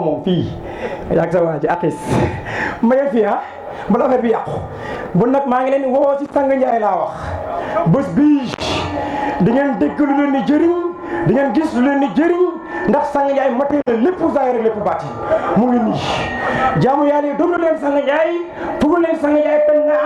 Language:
Wolof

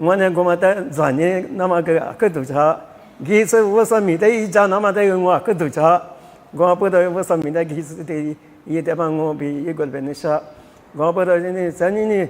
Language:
Lisu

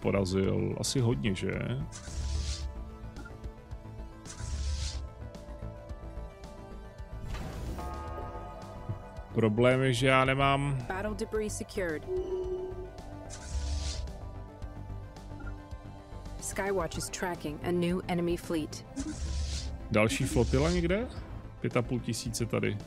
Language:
Czech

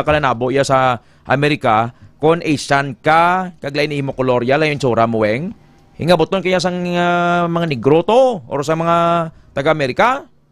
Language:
Hiligaynon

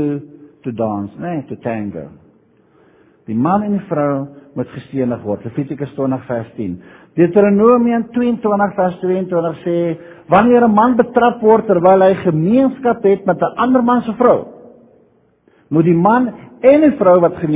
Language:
Afrikaans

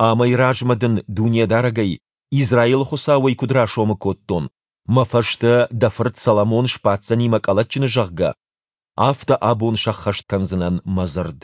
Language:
Ossetic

